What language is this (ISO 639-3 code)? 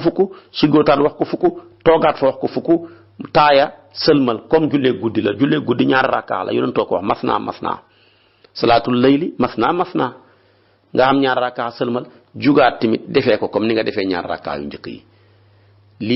wol